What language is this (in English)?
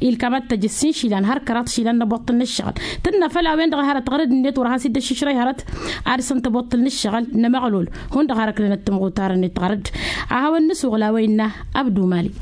Tamasheq